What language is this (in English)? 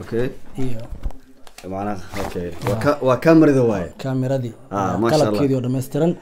Somali